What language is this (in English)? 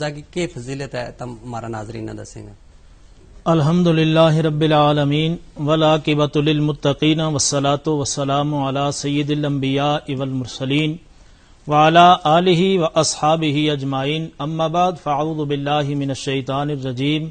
Gujari